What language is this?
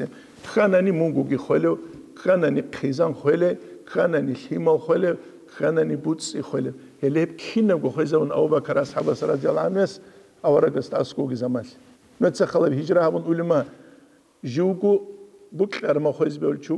Avaric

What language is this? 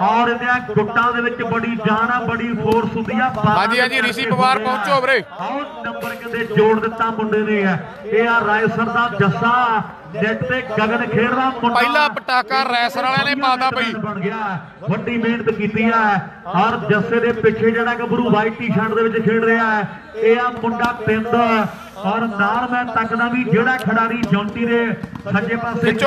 Punjabi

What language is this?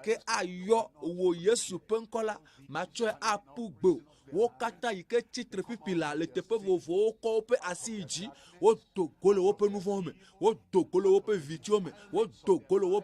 Ewe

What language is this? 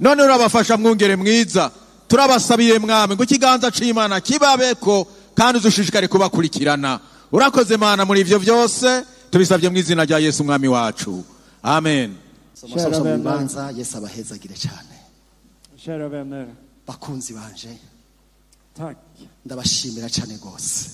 Rundi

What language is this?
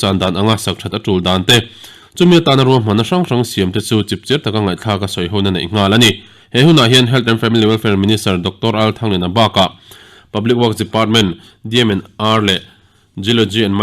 Mizo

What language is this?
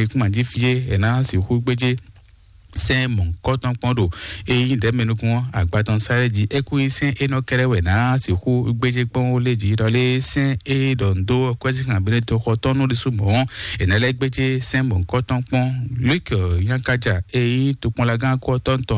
Fon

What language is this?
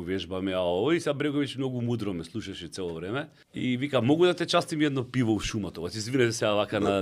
Macedonian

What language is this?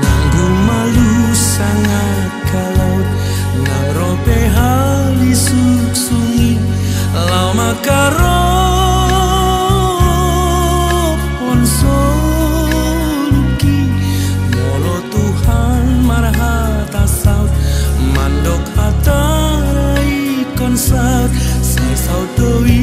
Batak Toba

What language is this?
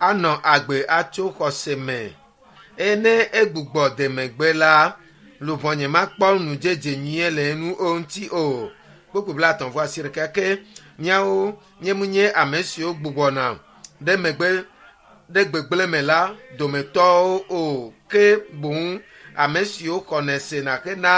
Ewe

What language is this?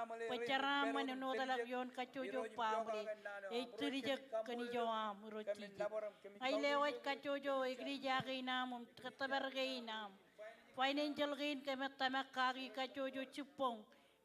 Marshallese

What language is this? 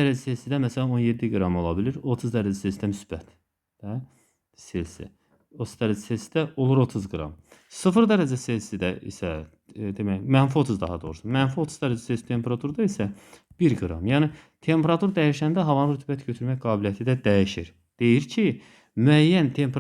Azerbaijani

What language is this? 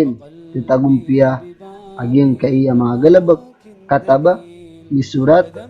Maranao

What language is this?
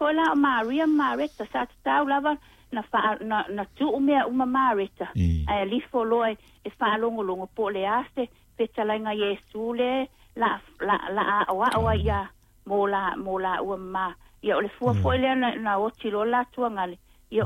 Samoan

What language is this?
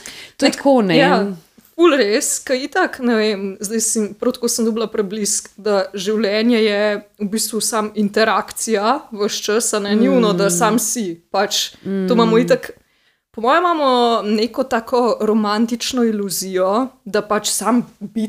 Slovenian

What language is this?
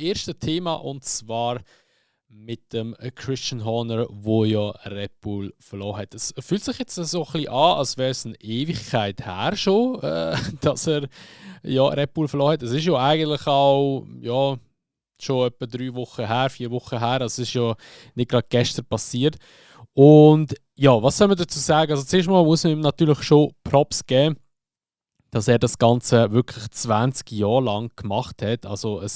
Swiss German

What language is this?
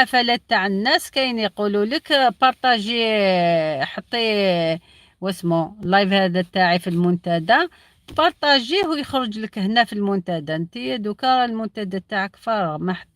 Algerian Arabic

